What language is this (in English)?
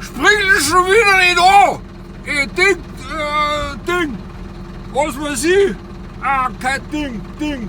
Bavarian